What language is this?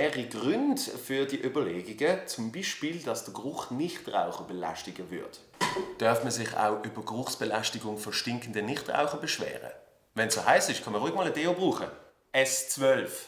Swiss German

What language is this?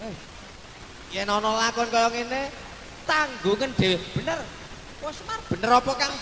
Javanese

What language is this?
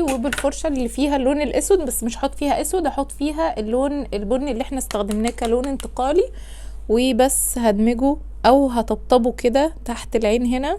Egyptian Arabic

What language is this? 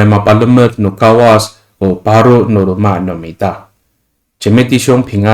Amis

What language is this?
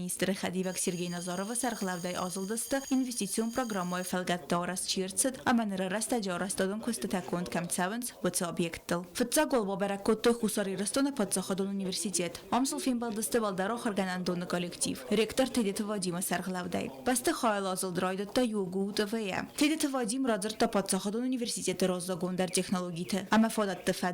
Ossetic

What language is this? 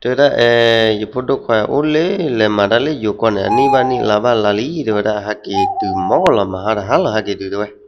S'gaw Karen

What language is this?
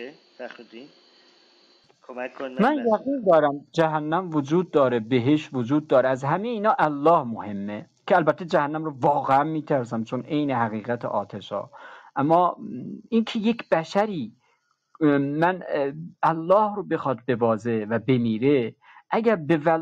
Persian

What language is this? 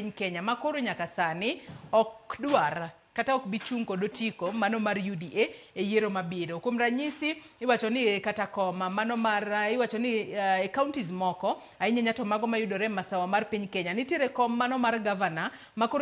Luo (Kenya and Tanzania)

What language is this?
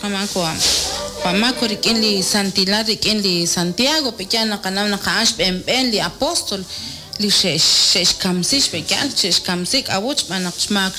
Kekchí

